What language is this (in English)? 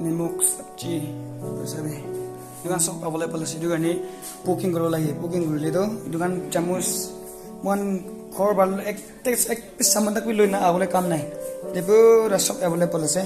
Naga Pidgin